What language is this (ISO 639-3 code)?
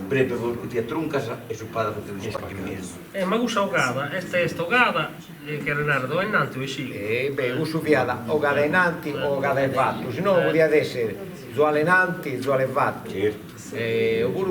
srd